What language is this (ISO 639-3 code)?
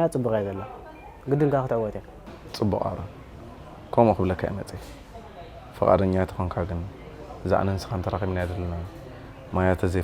tir